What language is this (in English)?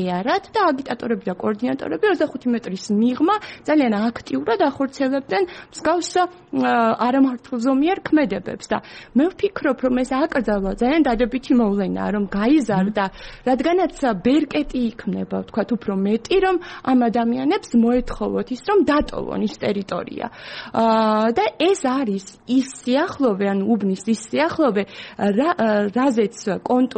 Georgian